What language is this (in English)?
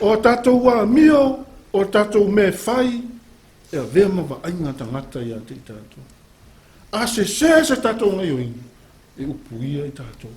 Samoan